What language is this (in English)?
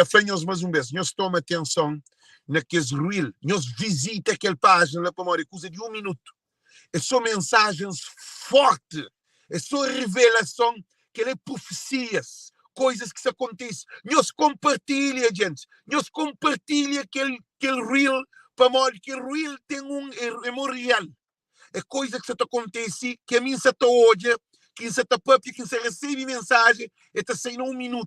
Kabuverdianu